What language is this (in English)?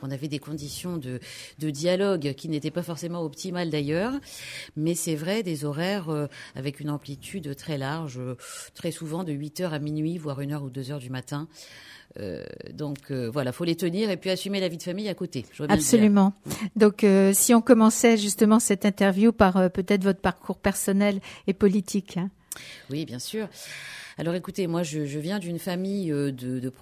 French